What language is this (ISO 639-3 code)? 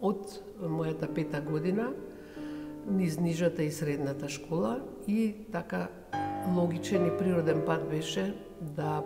mkd